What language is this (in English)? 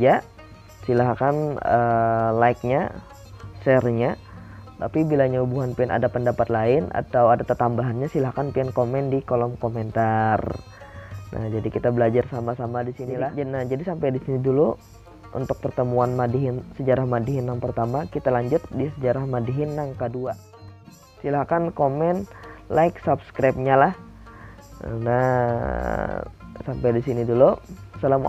Banjar